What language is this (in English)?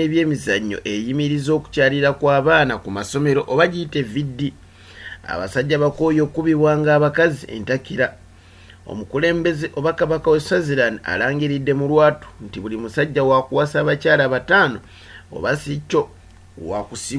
Ganda